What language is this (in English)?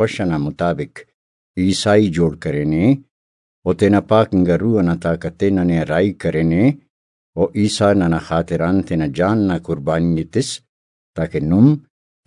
Brahui